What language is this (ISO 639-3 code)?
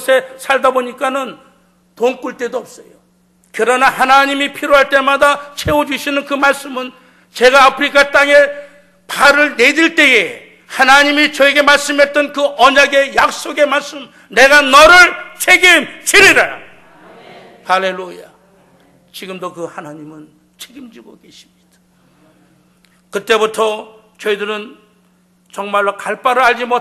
kor